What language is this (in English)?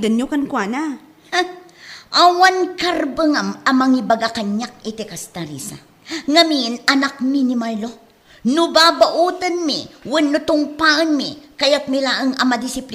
Iloko